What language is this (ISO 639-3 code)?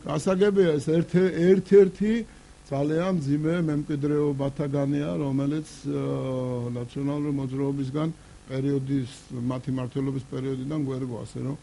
kat